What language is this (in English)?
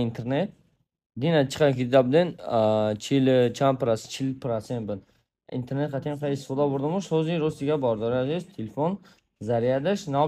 Tajik